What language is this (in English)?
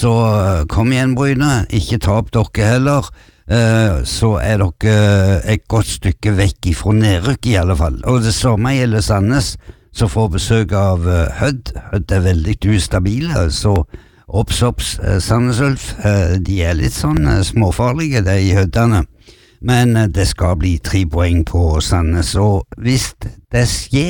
Norwegian